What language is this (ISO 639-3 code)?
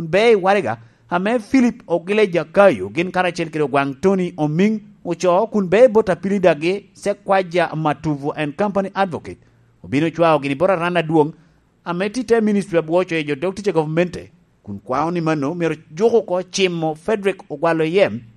laj